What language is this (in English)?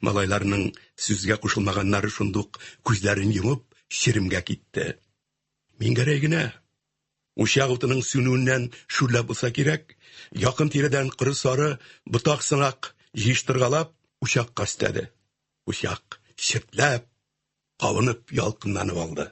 Tatar